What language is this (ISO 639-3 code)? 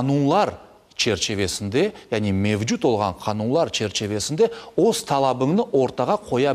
crh